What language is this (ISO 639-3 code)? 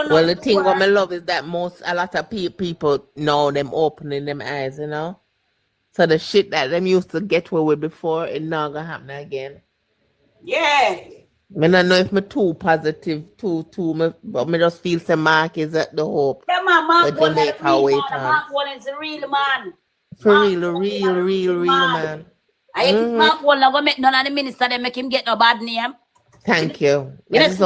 jam